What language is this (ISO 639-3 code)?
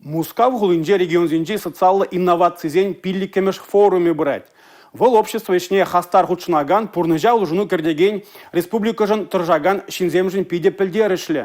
chv